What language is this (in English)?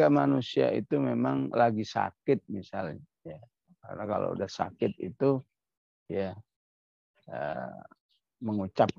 Indonesian